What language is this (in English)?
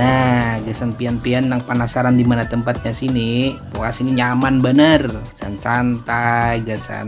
Banjar